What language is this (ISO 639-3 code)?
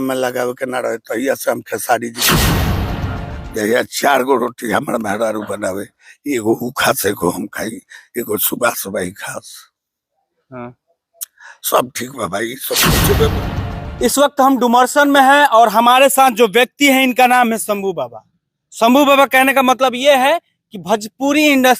bho